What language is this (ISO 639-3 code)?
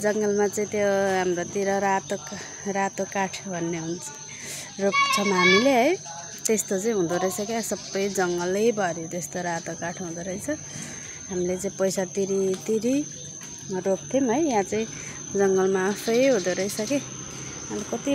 nep